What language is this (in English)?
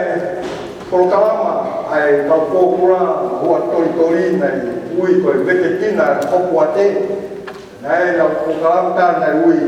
Tongan